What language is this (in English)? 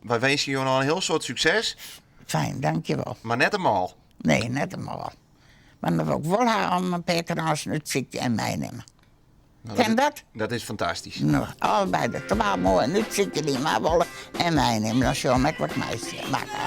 Western Frisian